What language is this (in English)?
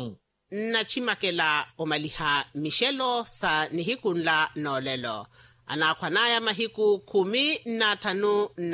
Makhuwa